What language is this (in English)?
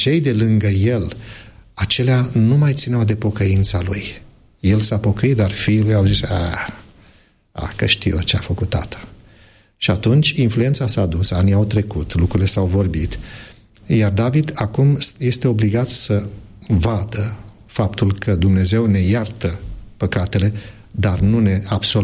Romanian